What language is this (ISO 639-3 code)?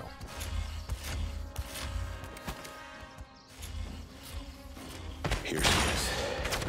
ita